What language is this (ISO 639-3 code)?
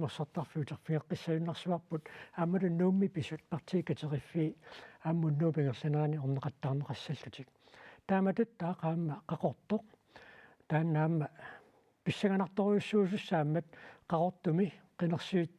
kal